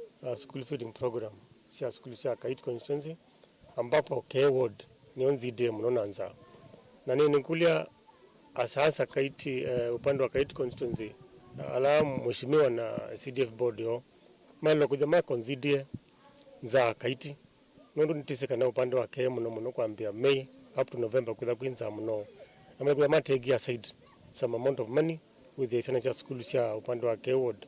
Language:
Kamba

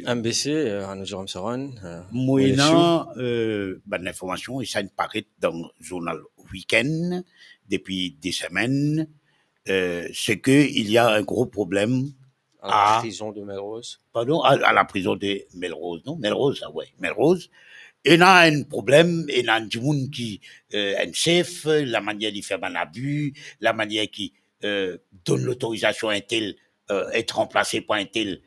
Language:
Morisyen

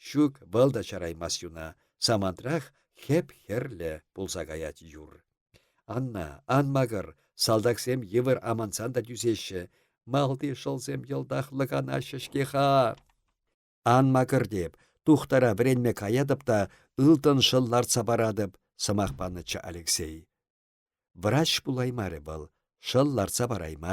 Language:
Chuvash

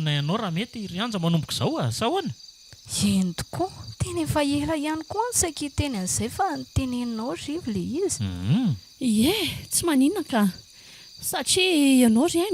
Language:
Malagasy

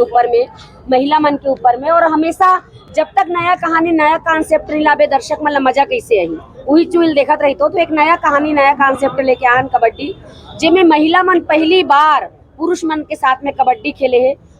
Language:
Chhattisgarhi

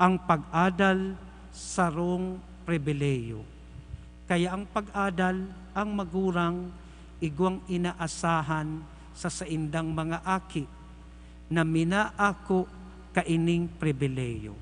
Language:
Bikol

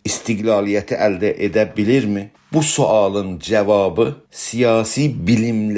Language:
South Azerbaijani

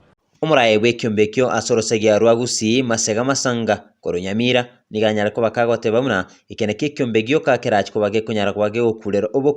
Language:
Gusii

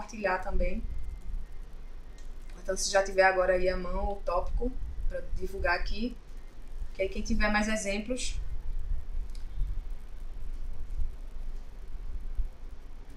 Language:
Portuguese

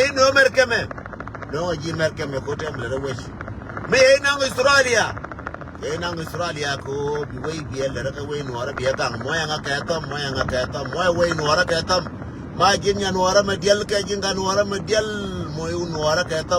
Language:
Nuer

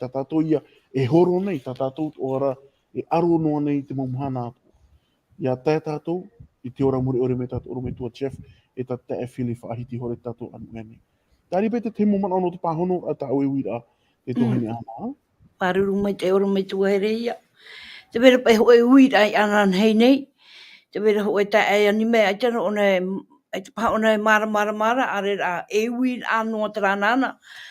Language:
Tahitian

